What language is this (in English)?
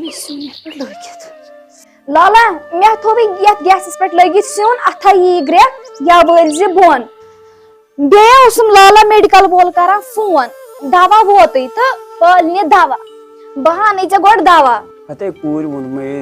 Kashmiri